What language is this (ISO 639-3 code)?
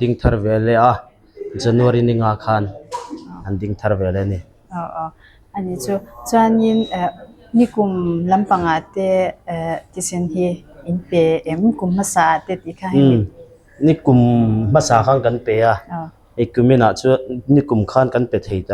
lus